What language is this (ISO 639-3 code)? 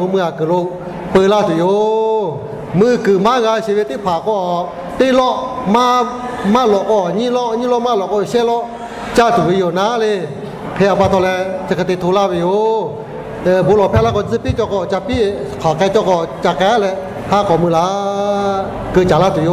lhu